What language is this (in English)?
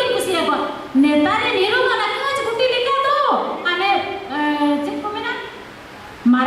Santali